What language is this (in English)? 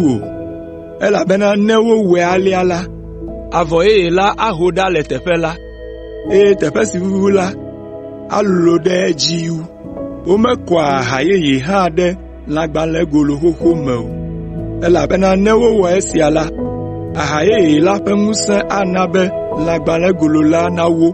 Ewe